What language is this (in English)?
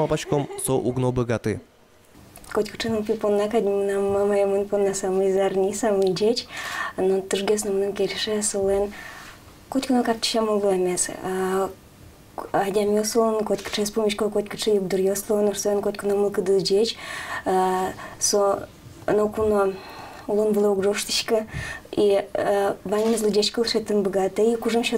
Udmurt